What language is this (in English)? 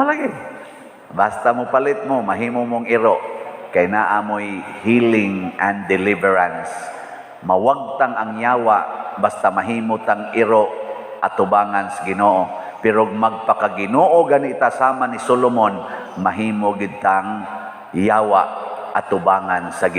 Cebuano